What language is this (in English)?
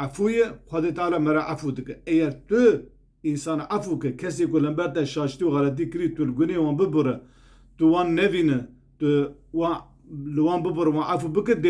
Kurdish